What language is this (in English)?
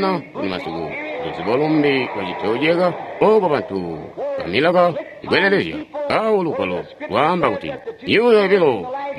Tonga (Zambia)